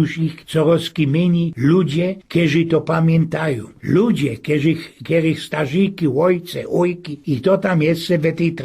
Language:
Silesian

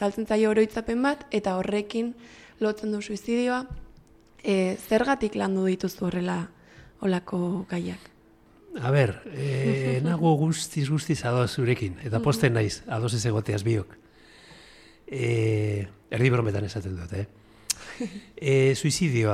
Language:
Basque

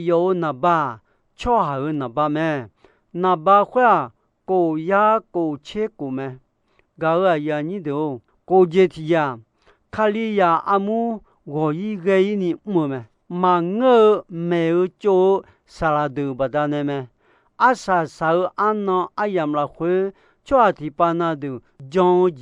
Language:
Akha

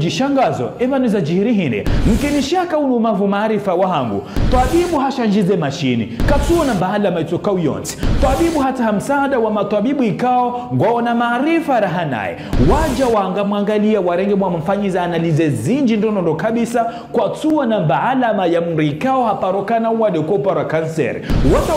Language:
Ngazidja Comorian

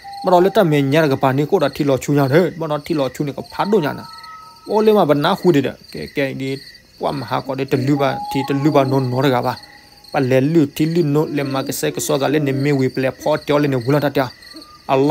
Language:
S'gaw Karen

